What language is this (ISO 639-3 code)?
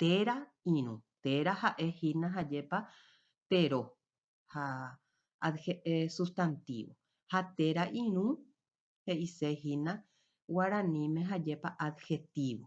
grn